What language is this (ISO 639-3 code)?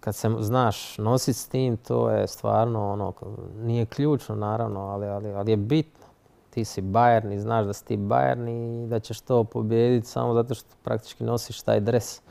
hrv